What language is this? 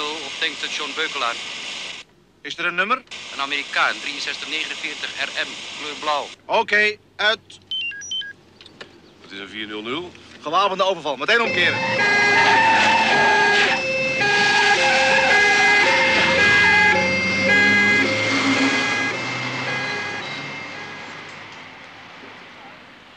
Dutch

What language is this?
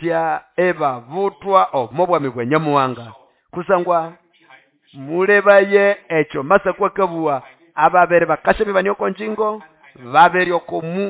Nande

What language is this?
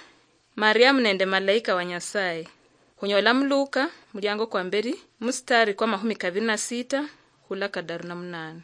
Luyia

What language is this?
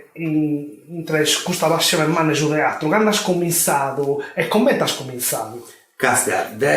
Sardinian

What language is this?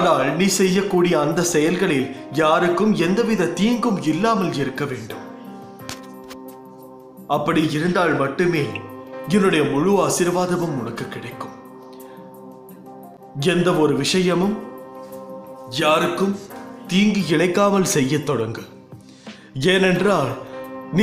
Tamil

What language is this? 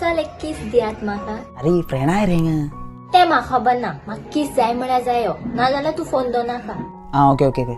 Konkani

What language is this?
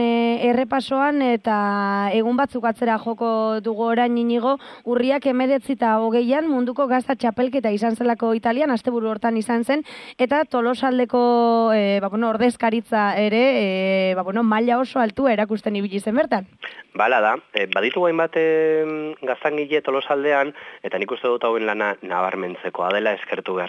Basque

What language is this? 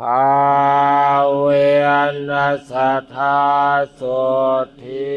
Pali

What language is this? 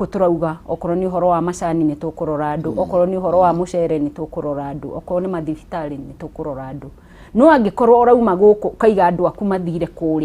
Kikuyu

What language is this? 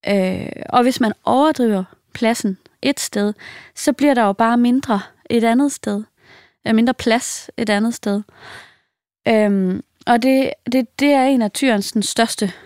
Danish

